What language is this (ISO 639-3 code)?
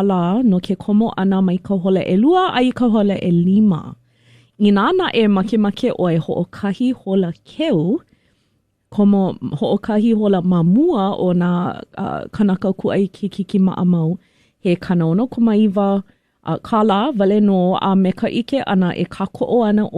haw